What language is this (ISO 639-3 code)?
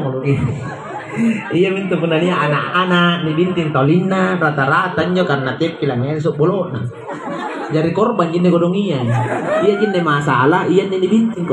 mak